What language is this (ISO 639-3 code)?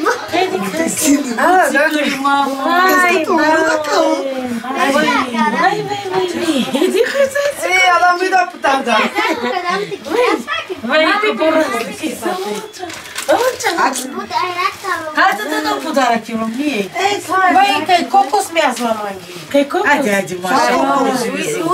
bul